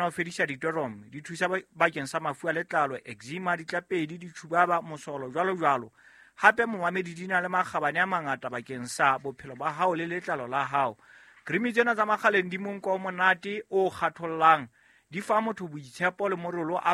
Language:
Southern Sotho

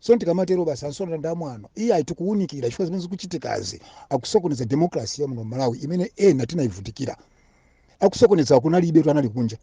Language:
Nyanja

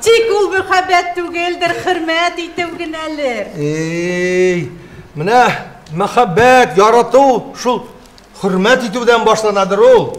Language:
Bashkir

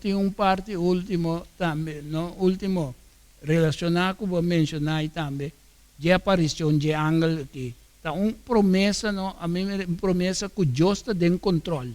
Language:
Papiamento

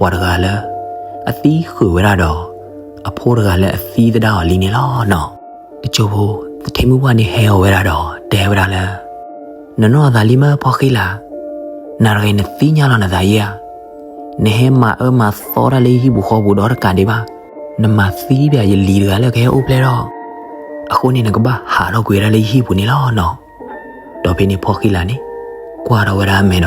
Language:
S'gaw Karen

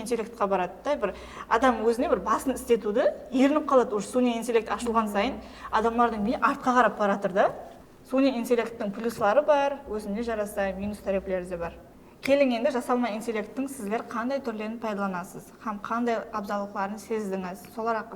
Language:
Kara-Kalpak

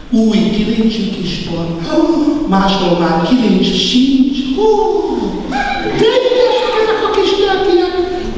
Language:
Hungarian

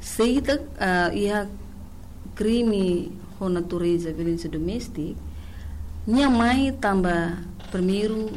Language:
Tetum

